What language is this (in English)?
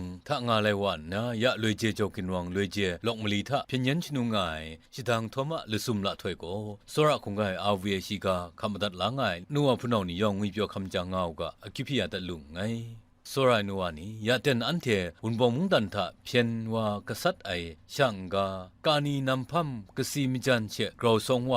Kachin